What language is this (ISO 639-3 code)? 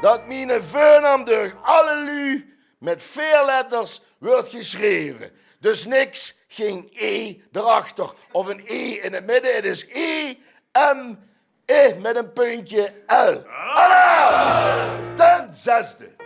lim